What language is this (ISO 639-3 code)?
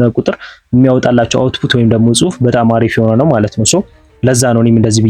amh